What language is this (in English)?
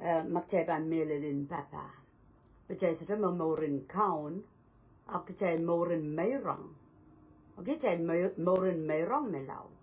Pohnpeian